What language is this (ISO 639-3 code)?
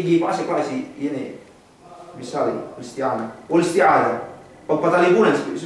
yka